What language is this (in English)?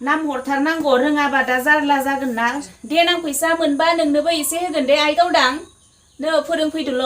Bodo